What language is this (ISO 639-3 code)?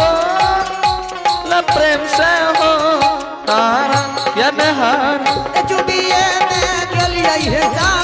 anp